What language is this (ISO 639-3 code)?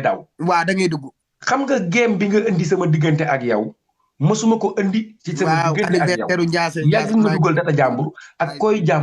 wol